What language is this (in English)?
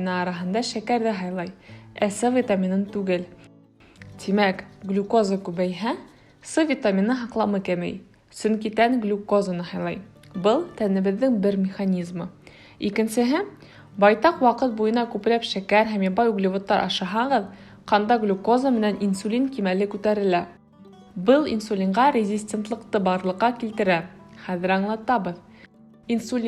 Bashkir